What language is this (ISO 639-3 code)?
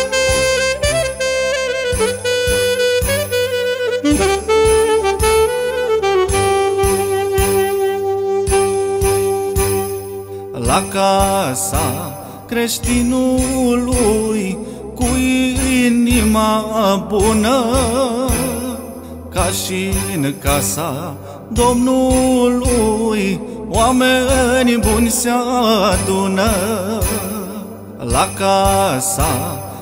ron